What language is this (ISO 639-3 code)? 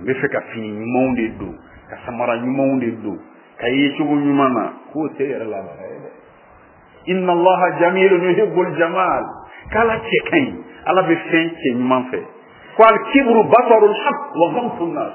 bam